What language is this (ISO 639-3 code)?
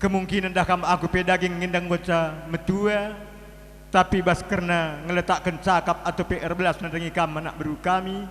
btx